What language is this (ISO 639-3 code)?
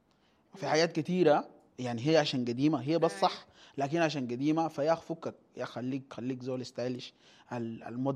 apd